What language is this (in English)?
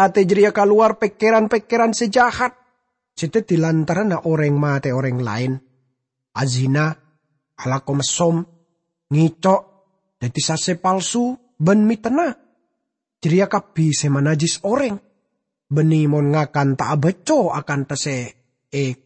Madurese